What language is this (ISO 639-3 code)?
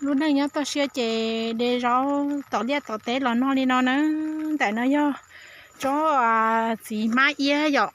hmn